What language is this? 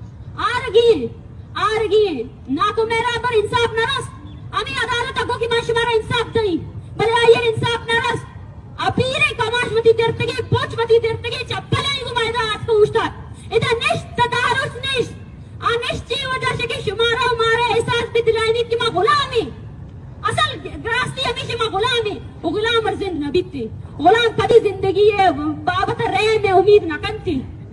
Baluchi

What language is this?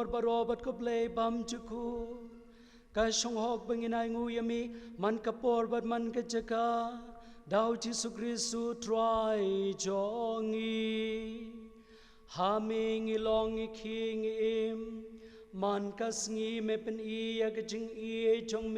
Khasi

